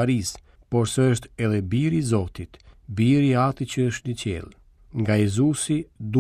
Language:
Albanian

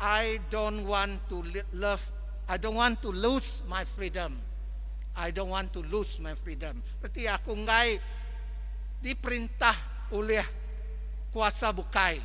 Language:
Iban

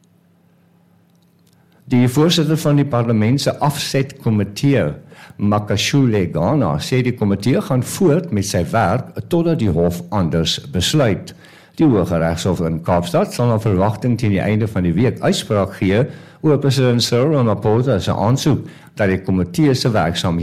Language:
Afrikaans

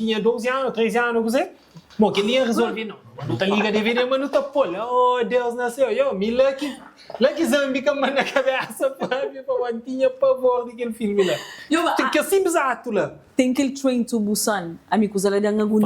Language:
Kabuverdianu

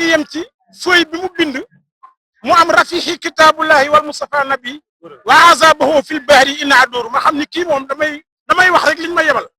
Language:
Wolof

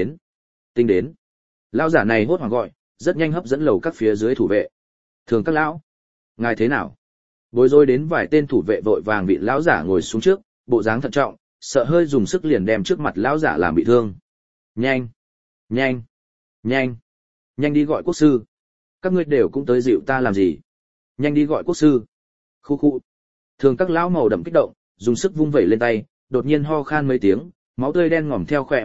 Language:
Vietnamese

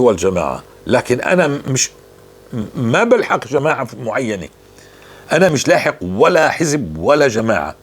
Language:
North Levantine Arabic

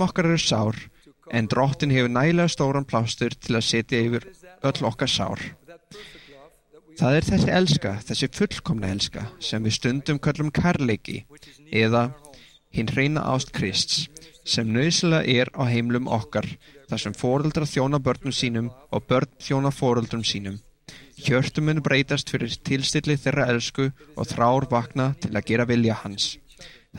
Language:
Icelandic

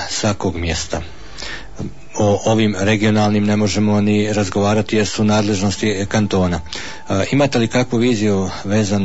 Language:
Bosnian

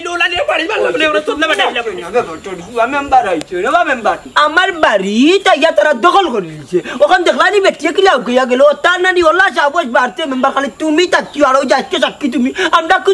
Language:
Sylheti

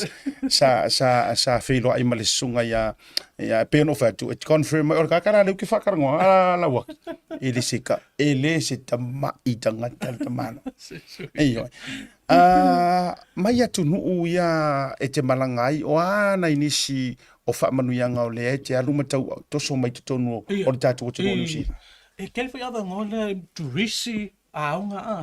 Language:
Samoan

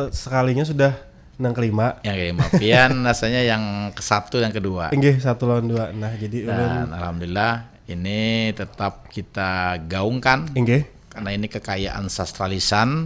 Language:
Banjar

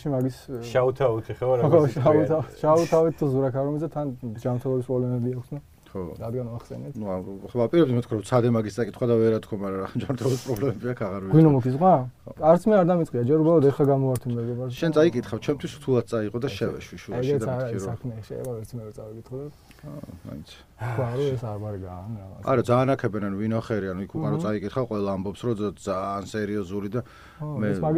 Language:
Georgian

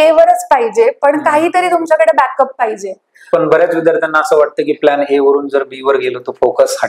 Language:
Marathi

